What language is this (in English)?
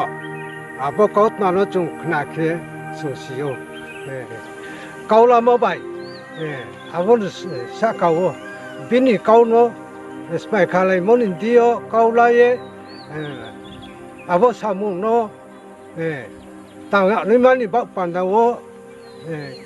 Riang (India)